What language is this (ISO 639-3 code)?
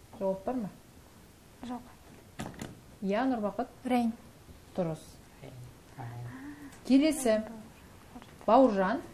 kaz